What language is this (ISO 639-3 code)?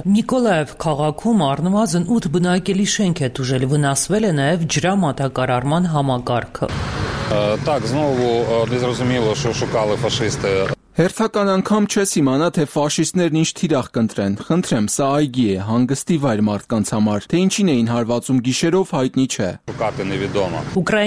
hye